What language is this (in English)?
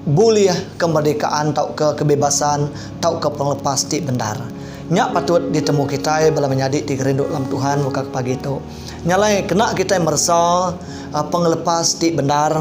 Iban